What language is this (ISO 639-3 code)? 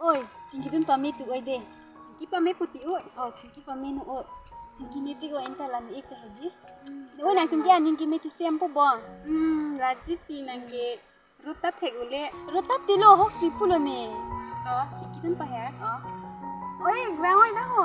mjw